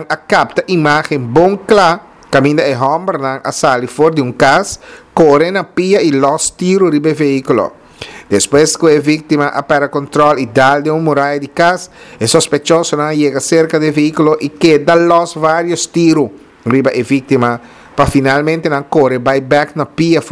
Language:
Papiamento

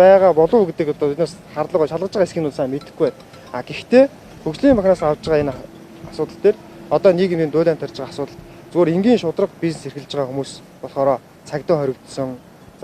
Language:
Mongolian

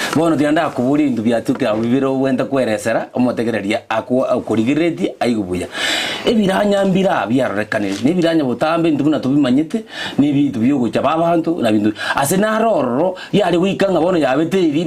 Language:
Gusii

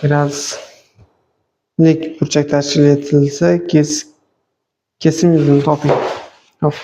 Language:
Uzbek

